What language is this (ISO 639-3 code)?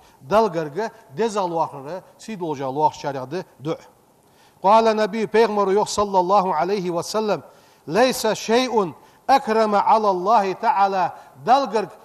inh